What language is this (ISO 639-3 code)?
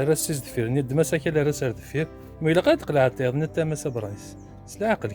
kab